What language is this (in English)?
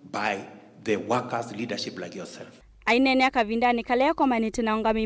Kamba